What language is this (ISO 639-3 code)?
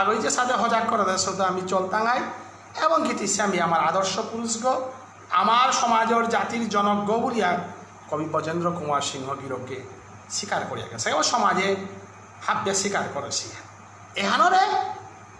bpy